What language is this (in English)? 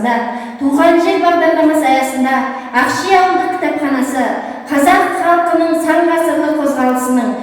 Kazakh